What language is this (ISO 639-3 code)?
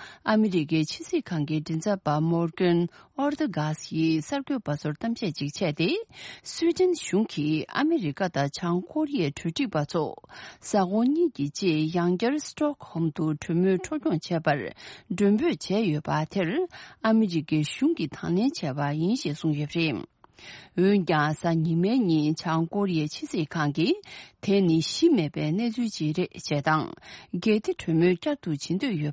bod